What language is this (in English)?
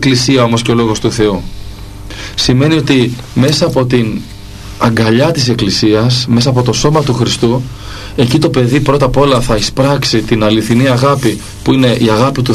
Greek